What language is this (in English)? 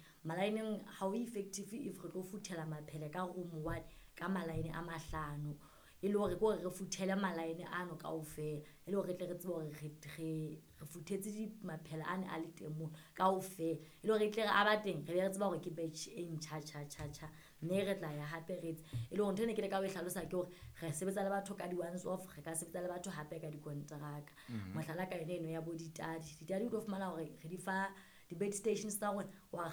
Southern Sotho